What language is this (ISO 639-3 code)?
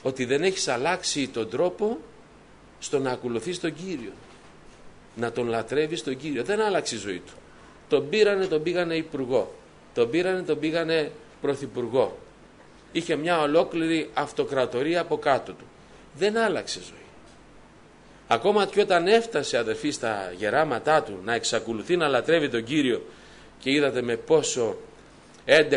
ell